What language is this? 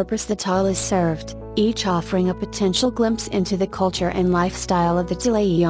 English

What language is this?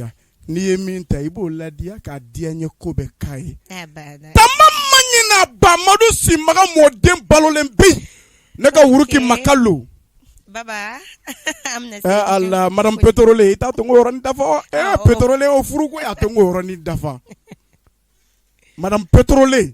Bambara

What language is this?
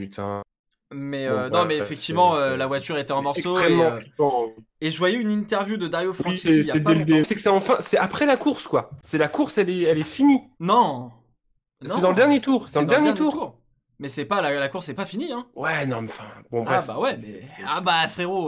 French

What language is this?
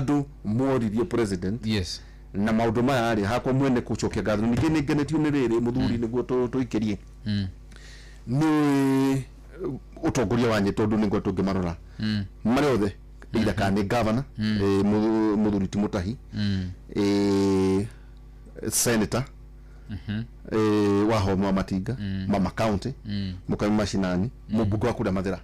Kikuyu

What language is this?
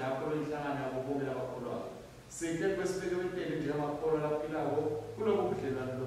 Swati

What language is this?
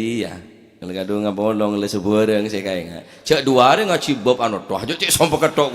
Madurese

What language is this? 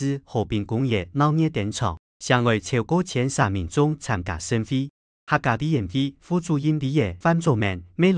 Hakka Chinese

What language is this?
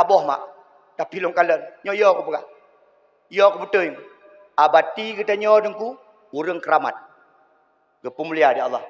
Achinese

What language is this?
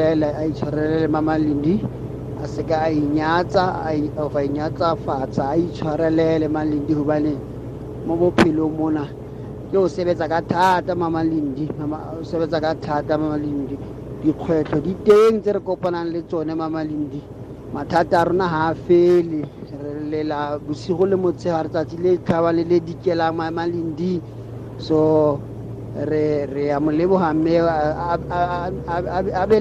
Tswana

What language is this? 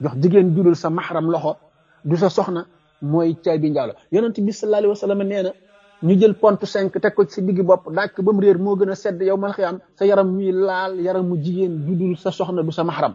Wolof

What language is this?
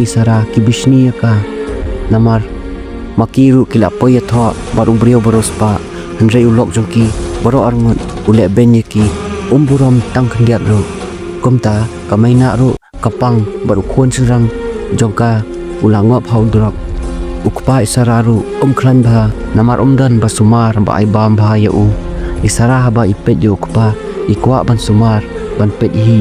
Khasi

